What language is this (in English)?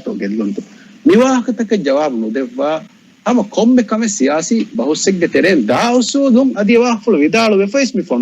Divehi